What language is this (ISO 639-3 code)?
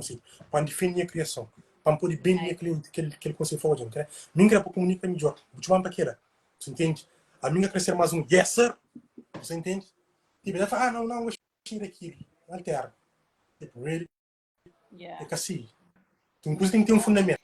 kea